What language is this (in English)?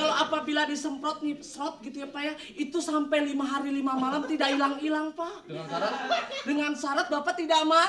Betawi